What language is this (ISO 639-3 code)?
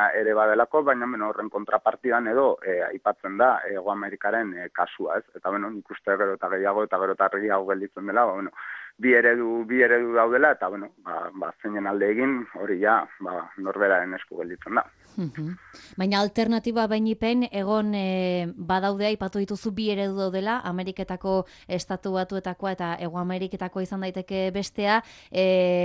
eus